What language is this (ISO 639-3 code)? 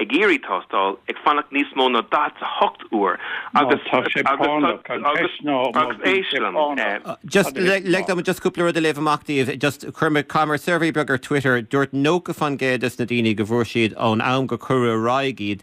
gle